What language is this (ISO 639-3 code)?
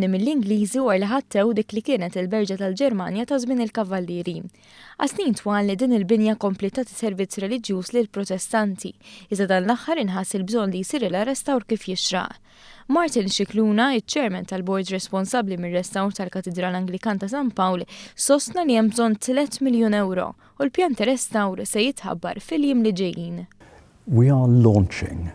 mlt